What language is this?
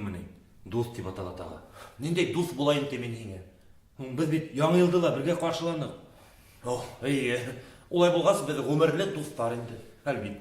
Bashkir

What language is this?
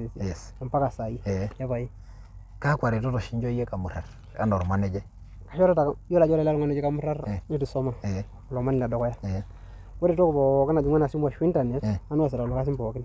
Masai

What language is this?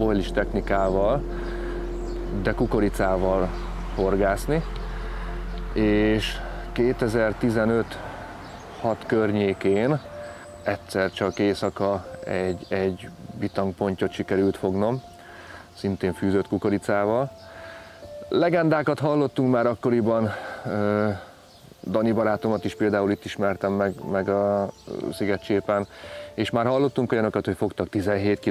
Hungarian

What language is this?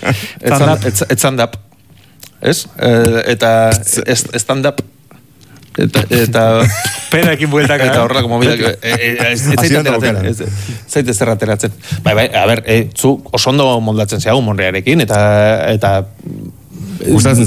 Basque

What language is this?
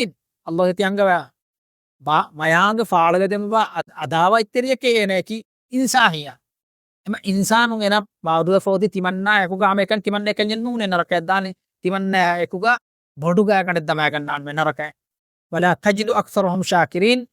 Divehi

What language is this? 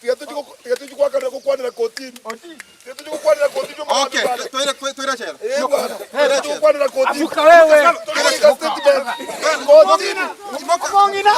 Gusii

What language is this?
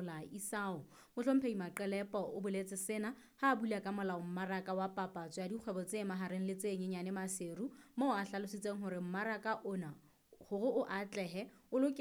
Southern Sotho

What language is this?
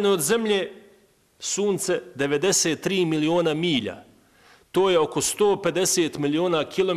Bosnian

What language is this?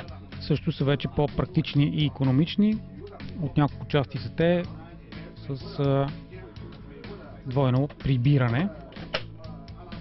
Bulgarian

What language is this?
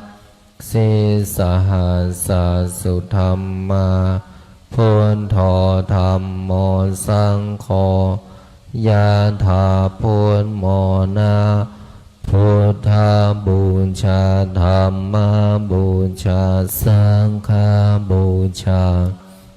Pali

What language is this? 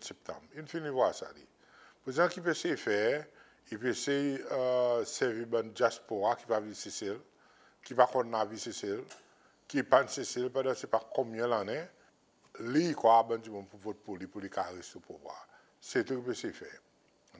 Seselwa Creole French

